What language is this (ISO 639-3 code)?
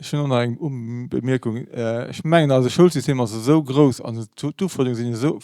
ltz